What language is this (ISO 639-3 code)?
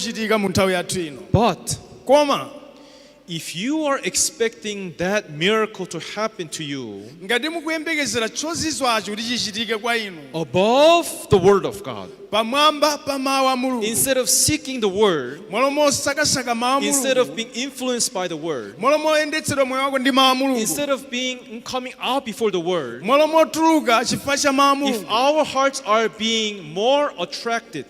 nya